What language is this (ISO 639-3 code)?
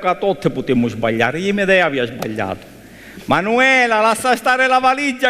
scn